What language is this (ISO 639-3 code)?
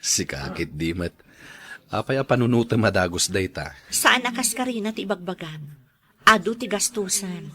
ilo